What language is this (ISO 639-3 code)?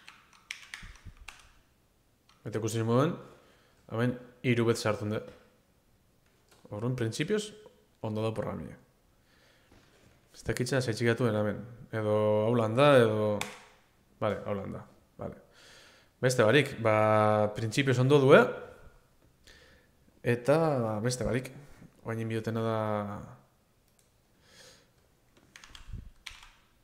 eus